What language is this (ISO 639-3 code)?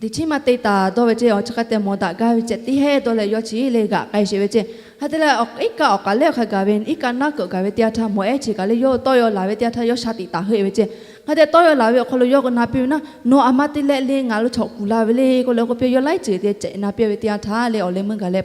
lhu